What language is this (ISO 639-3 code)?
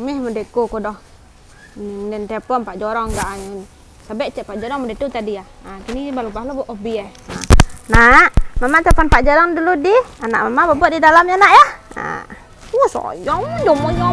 min